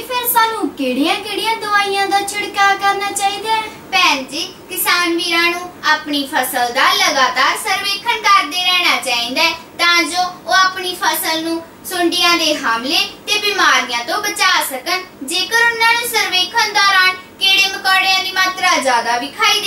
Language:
Punjabi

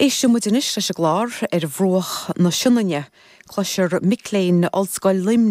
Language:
Irish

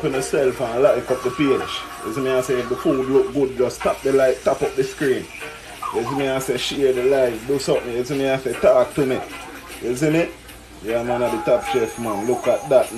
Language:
Jamaican Creole English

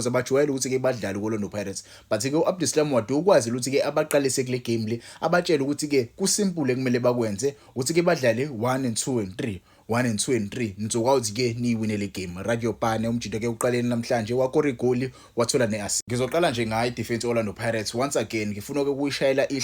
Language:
Zulu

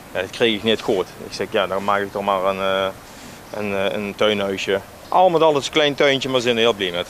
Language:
Limburgish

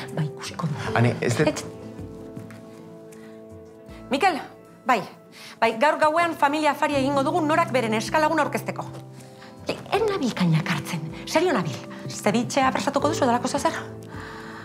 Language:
Basque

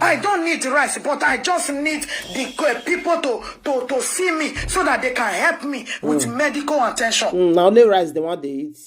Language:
Nigerian Pidgin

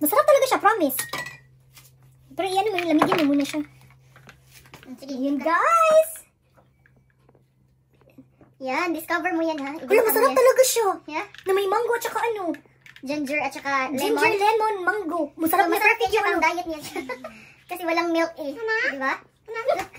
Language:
Filipino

